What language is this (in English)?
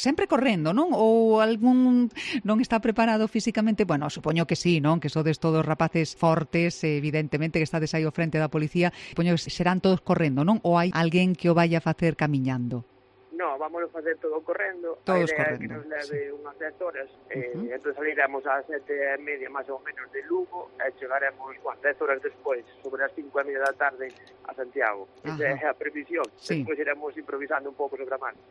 Galician